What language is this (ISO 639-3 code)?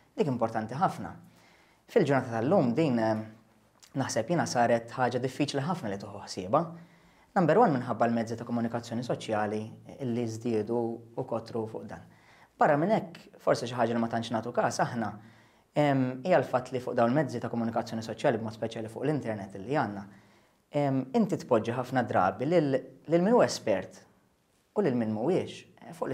mlt